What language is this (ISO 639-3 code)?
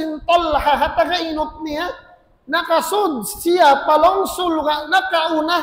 tsg